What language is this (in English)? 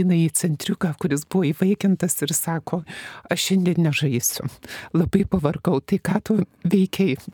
Lithuanian